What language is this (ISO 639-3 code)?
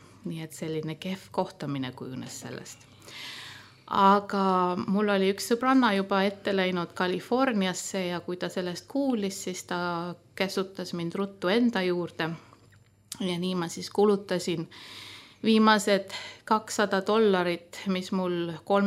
est